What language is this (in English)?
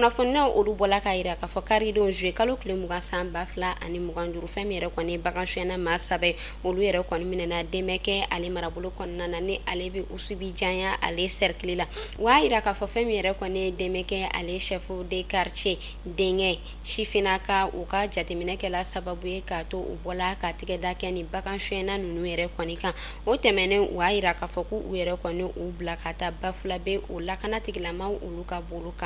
Bambara